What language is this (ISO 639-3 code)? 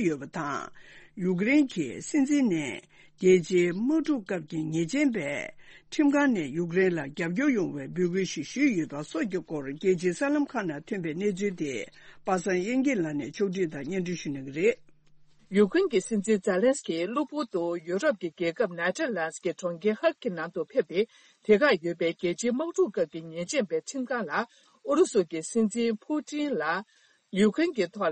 bod